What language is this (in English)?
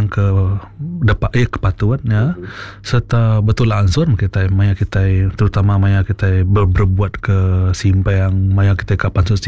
Iban